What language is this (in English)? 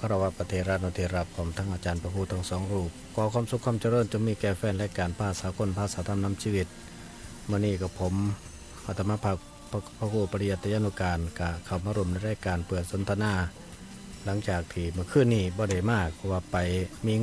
Northeastern Thai